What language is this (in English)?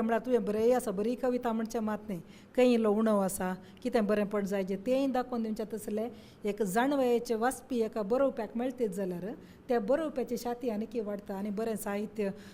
Konkani